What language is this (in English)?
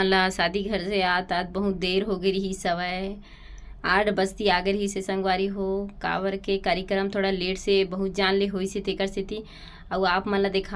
Chhattisgarhi